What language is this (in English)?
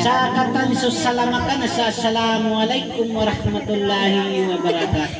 Maranao